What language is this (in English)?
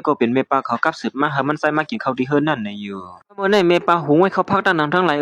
Shan